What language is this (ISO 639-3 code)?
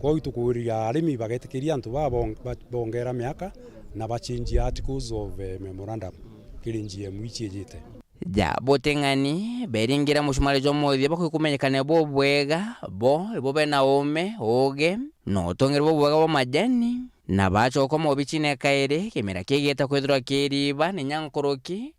mer